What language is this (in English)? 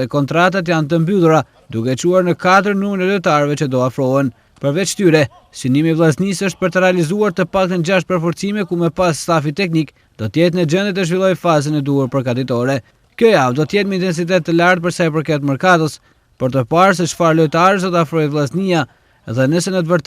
Albanian